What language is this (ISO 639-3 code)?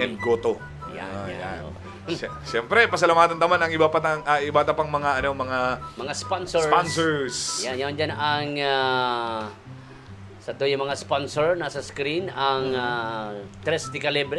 bik